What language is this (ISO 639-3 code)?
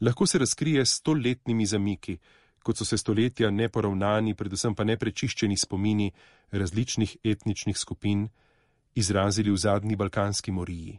slv